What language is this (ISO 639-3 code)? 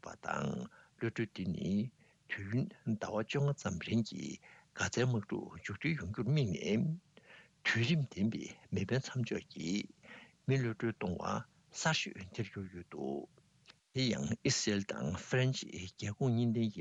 bod